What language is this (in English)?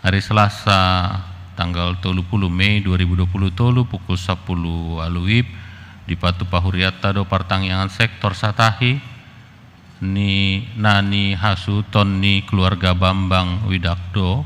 Batak Toba